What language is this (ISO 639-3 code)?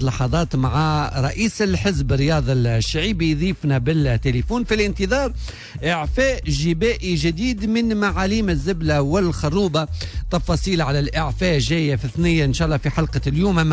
aeb